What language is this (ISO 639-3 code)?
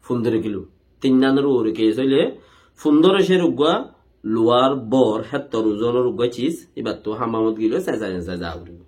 rhg